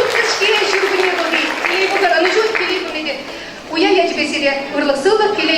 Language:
Chuvash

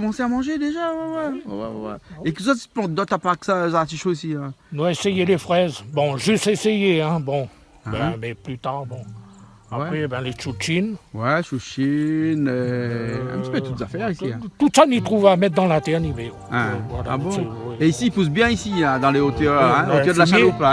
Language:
Réunion Creole French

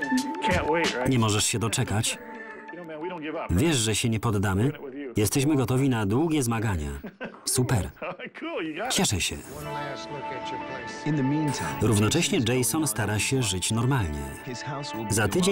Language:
Polish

